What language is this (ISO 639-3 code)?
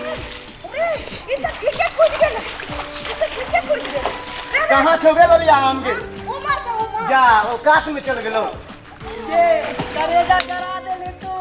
mai